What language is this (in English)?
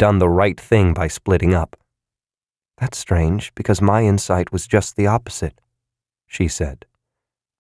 English